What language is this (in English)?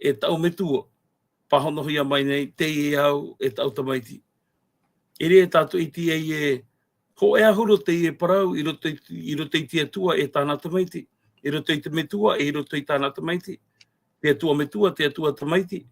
Tahitian